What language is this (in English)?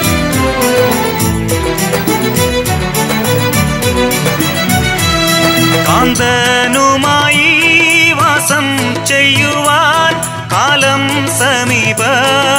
Malayalam